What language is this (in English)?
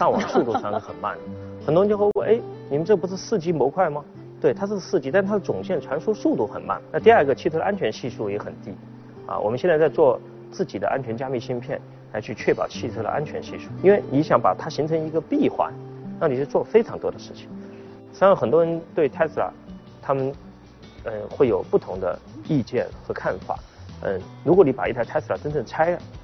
Chinese